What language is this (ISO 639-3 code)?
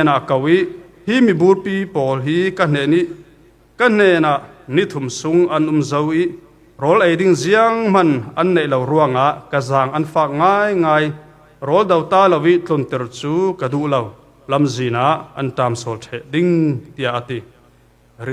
cfm